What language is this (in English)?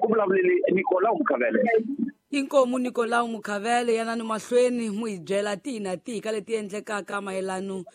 Tsonga